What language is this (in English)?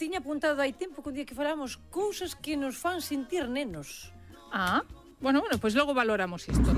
Galician